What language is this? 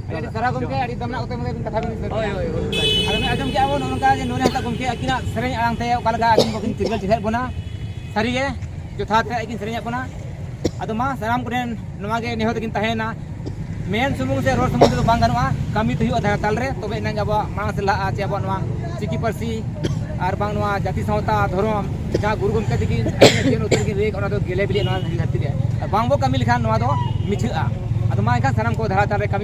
Santali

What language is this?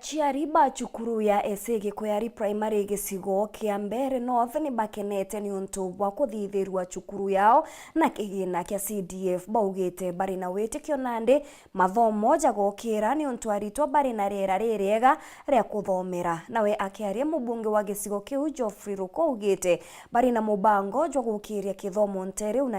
Meru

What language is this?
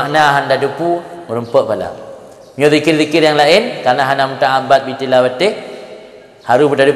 Achinese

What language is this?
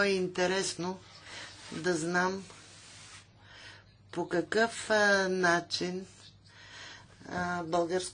Bulgarian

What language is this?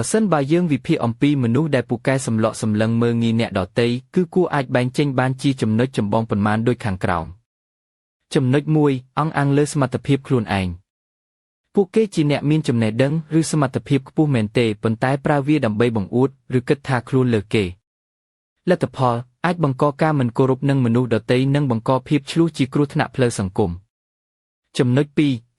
Khmer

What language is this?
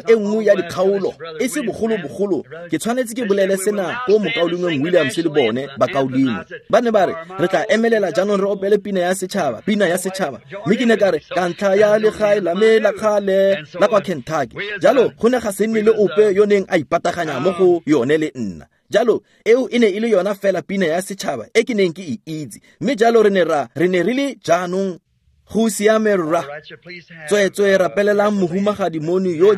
Tswana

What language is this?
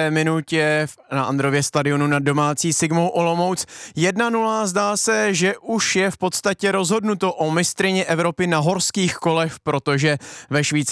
Czech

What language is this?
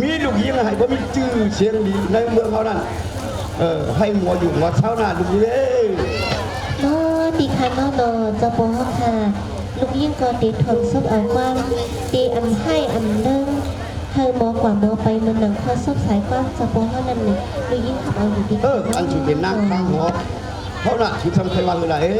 Shan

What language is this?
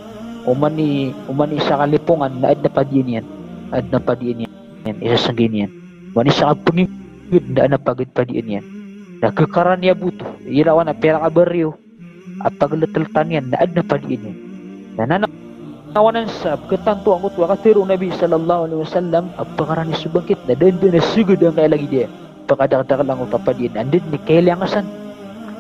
Maranao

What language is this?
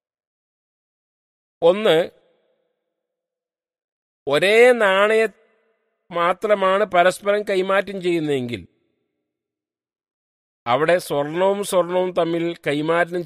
Malayalam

